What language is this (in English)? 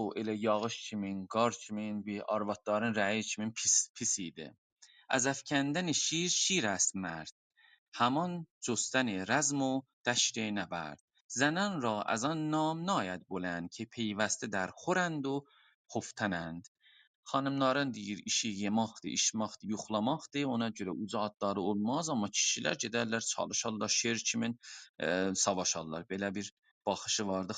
South Azerbaijani